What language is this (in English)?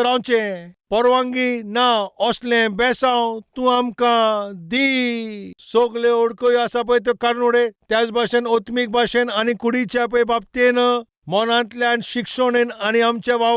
Konkani